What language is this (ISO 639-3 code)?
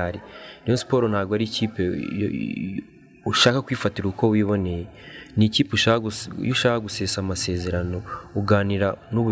kin